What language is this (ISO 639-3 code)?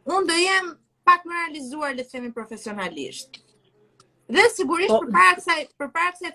sqi